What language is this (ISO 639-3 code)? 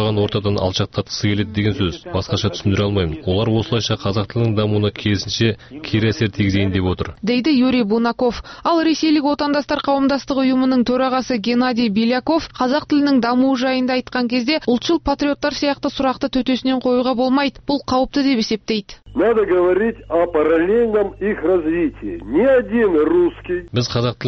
kaz